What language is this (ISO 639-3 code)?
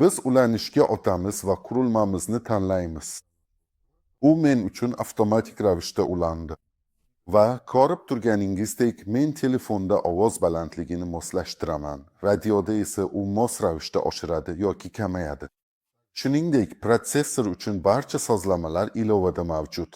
uzb